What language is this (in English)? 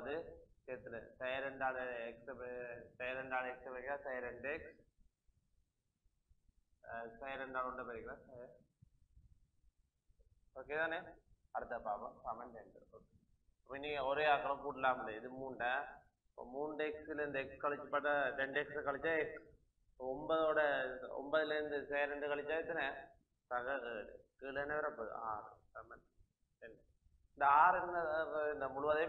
Tamil